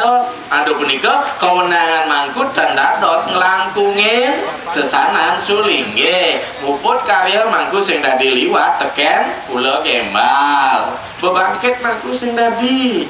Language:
Balinese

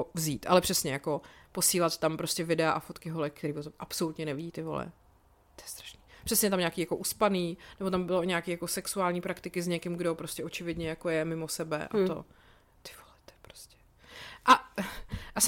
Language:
Czech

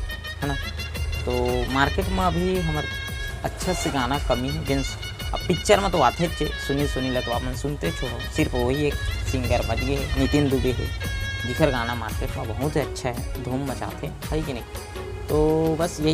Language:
Chhattisgarhi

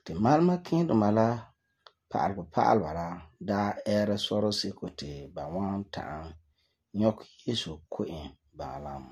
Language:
Frafra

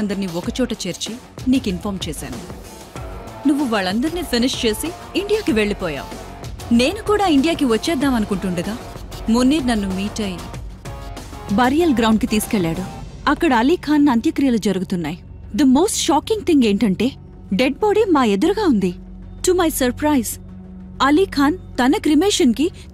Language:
Telugu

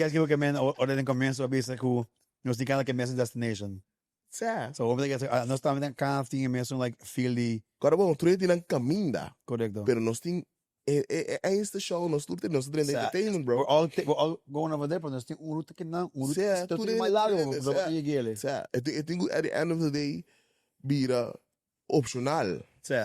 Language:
Papiamento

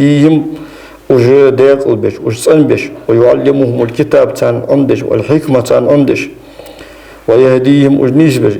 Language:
Ingush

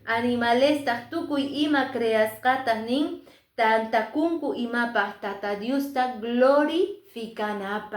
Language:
Quechua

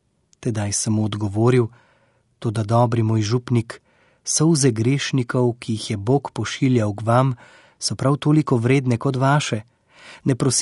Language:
Slovenian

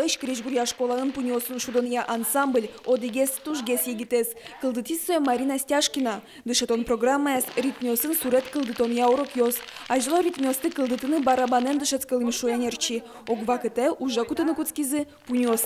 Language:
Udmurt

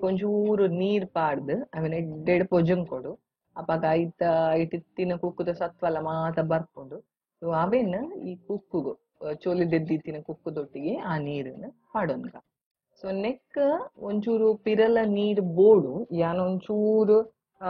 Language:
Tulu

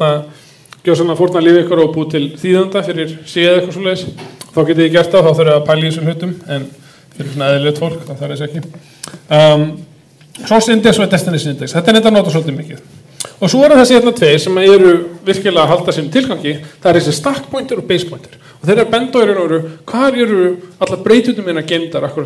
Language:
Icelandic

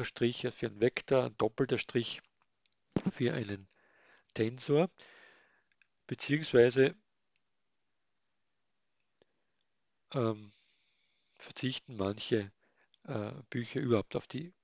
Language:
German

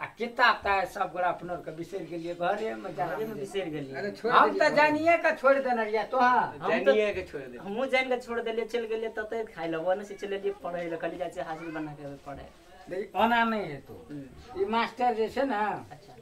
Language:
Maithili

